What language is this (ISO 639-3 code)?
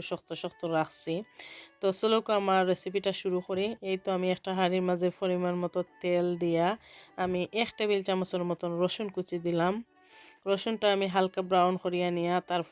syl